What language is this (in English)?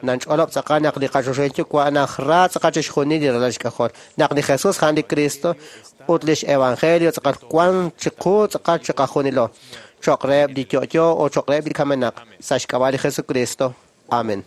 Kekchí